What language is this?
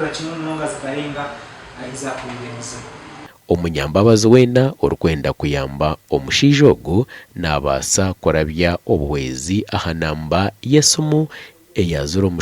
Nyankole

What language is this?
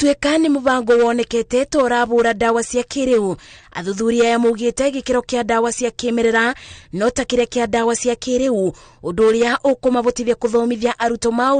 Kikuyu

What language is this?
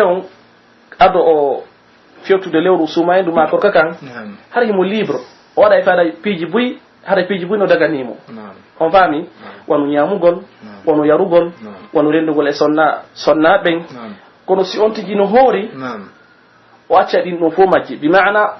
Pular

